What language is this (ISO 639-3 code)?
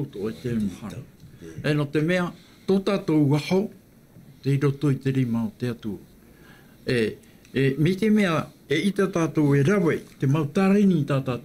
tah